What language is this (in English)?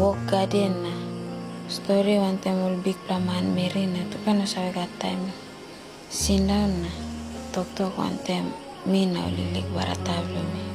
Tok Pisin